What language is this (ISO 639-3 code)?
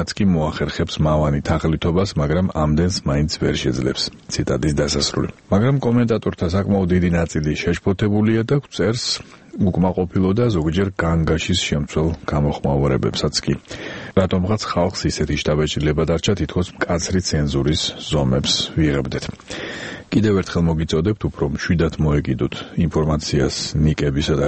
kat